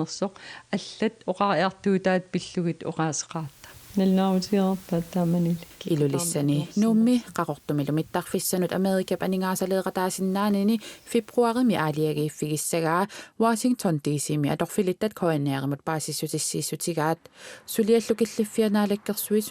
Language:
Kalaallisut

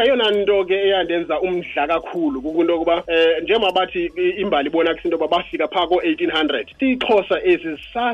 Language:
Xhosa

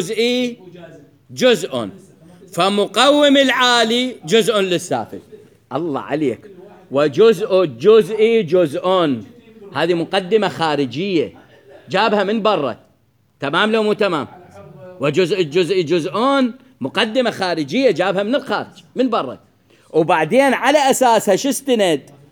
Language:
Mesopotamian Arabic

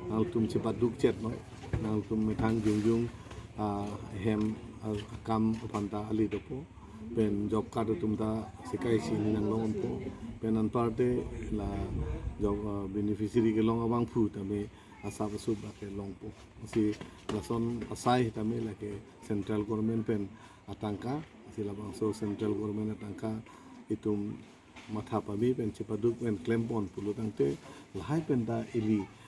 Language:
Karbi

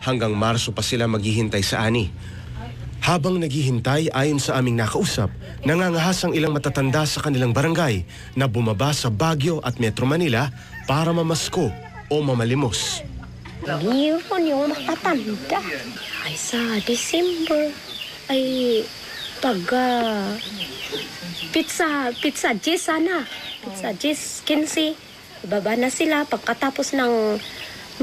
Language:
Filipino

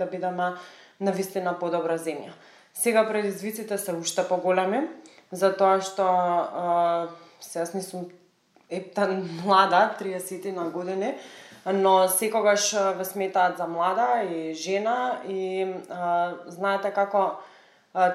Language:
Macedonian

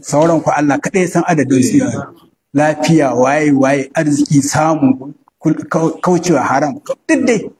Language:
Hausa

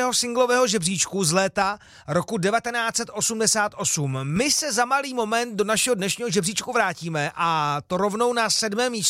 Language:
Czech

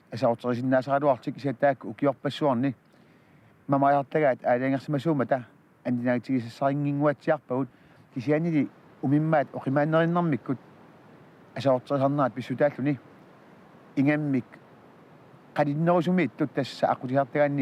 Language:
Kalaallisut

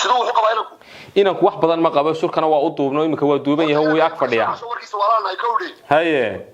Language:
Somali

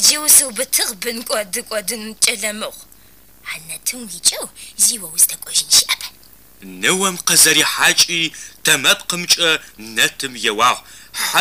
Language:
Adyghe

